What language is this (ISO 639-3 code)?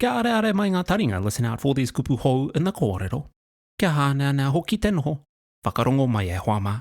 mri